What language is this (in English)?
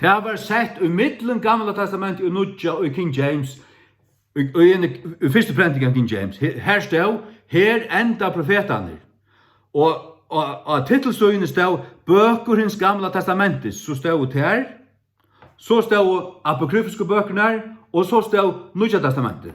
Faroese